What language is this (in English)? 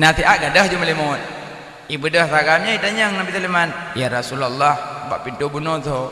Achinese